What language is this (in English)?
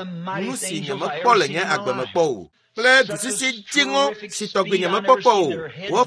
Ewe